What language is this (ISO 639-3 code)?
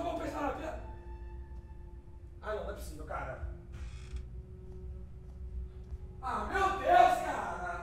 por